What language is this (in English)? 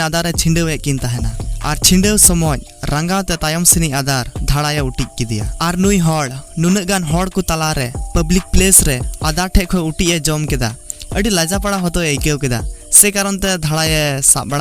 Santali